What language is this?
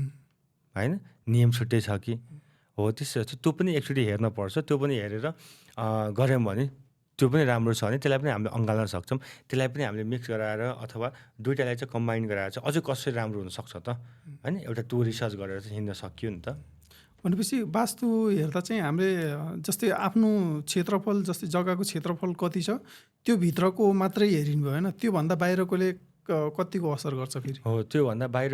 Nepali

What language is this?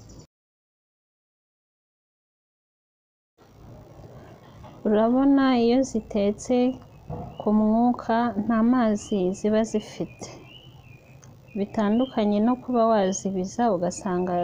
Kinyarwanda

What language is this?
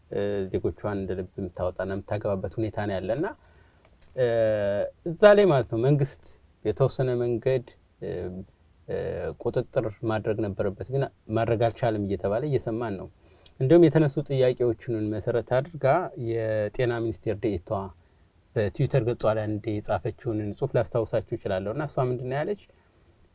Amharic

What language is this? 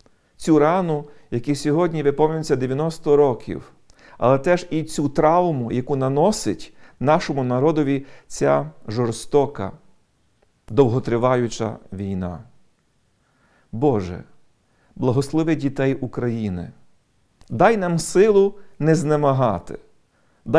Ukrainian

